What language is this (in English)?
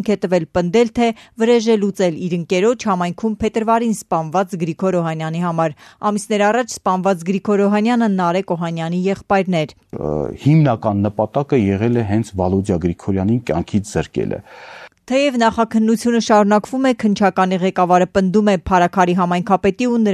Armenian